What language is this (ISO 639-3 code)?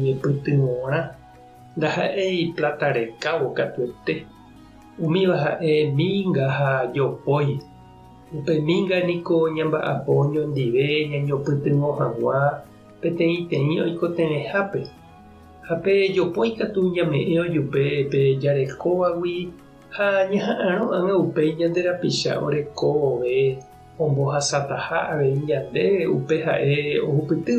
grn